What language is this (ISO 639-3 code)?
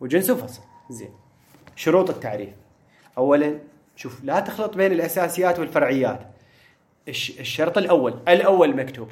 acm